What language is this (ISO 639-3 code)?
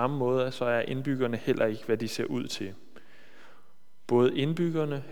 dan